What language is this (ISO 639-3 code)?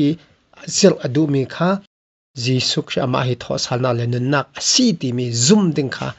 cfm